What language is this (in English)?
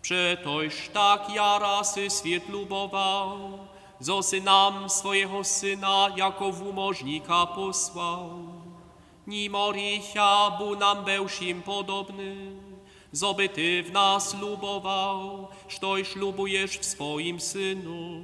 Upper Sorbian